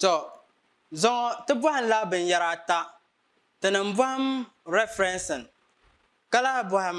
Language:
Dagbani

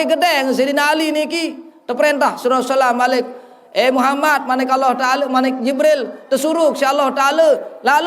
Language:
Sasak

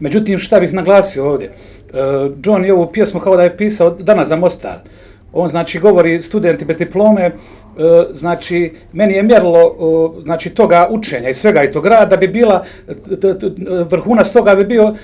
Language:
Bosnian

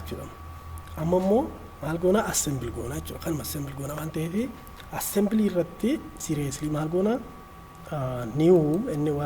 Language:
Oromo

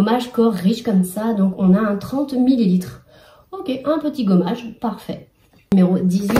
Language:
French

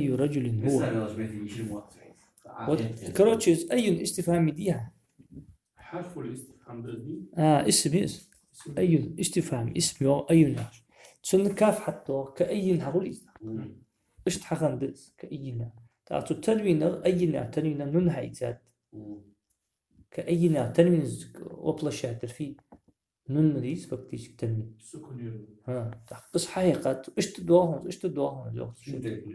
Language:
Ingush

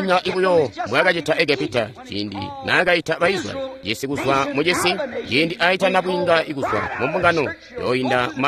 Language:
Tonga (Zambia)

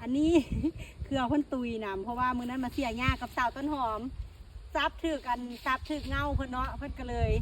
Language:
Lao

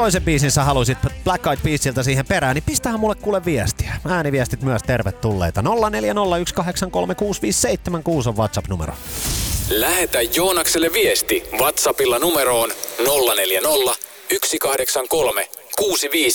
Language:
Finnish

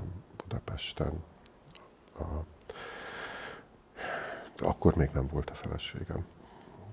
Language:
Hungarian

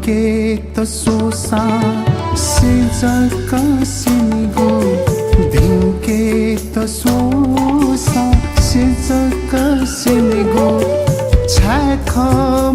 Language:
Newari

